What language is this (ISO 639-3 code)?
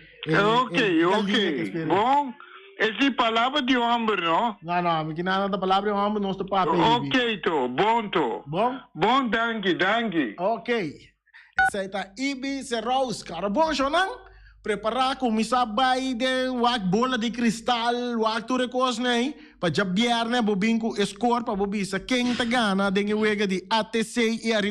pap